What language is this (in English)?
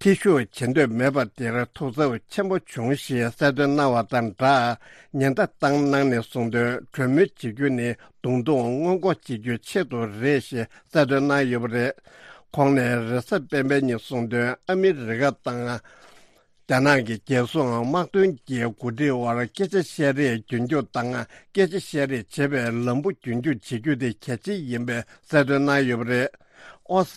Tibetan